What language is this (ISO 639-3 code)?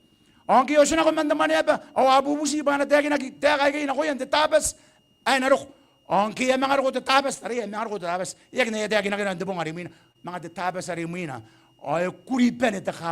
gil